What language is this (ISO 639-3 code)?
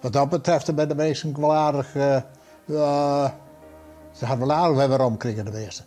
fry